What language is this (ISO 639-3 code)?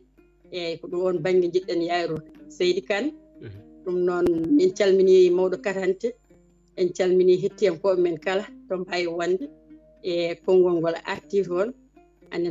ful